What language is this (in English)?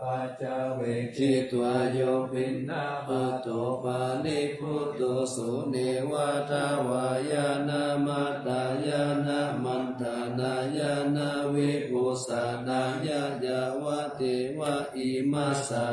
Pali